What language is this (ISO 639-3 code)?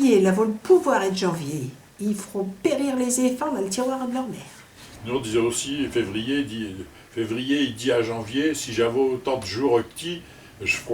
pcd